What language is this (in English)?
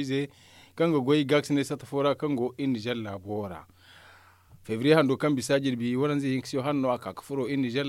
Zarma